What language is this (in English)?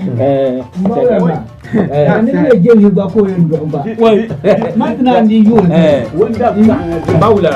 Dagbani